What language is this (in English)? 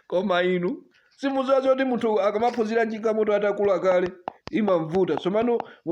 Nyanja